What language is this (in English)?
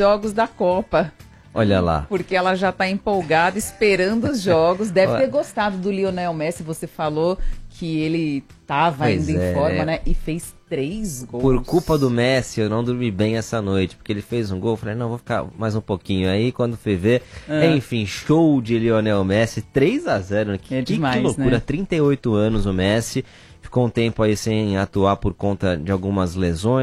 Portuguese